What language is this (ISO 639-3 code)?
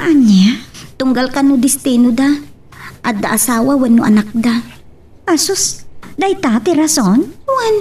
ilo